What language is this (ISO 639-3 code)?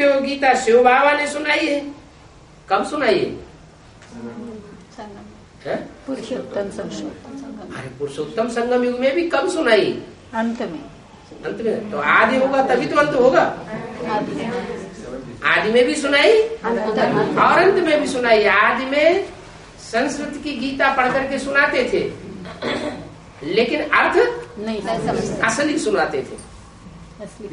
hin